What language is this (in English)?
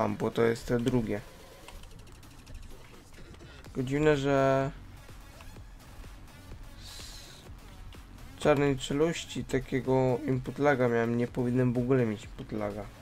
Polish